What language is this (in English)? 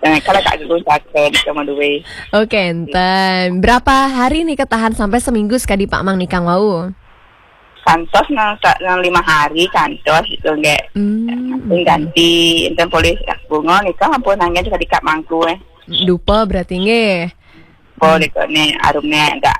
Balinese